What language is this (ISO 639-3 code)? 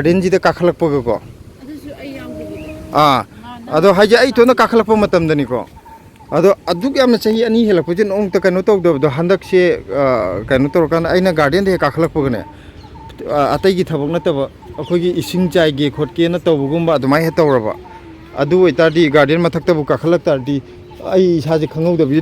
mni